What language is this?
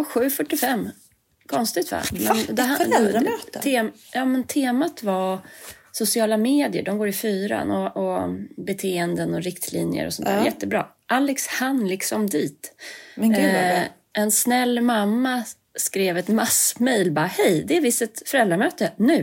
Swedish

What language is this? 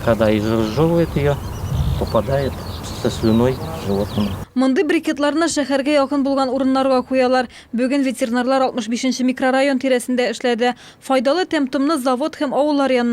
Tatar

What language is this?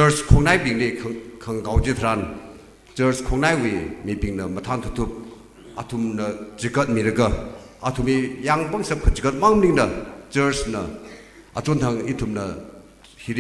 Tangkhul Naga (India)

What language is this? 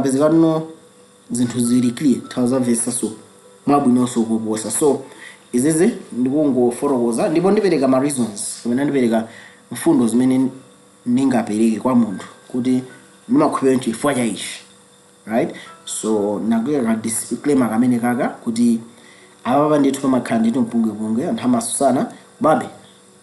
Nyanja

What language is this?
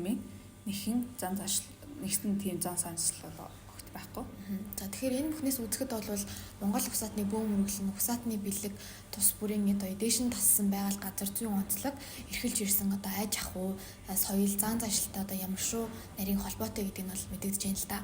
Mongolian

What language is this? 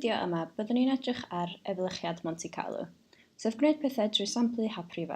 Welsh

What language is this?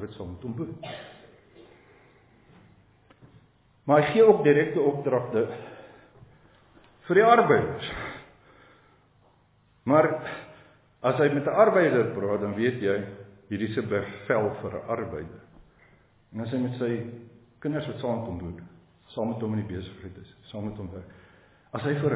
Afrikaans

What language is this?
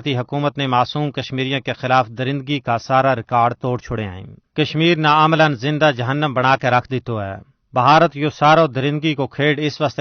Gujari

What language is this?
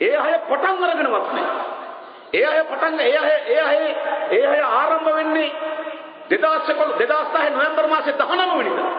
Sinhala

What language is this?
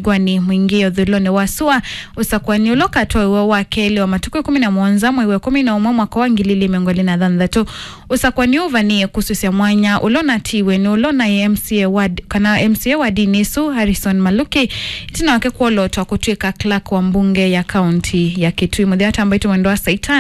Kamba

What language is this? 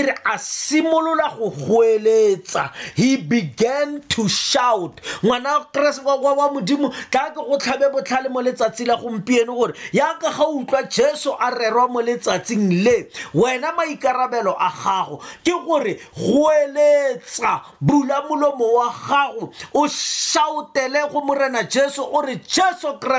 Tswana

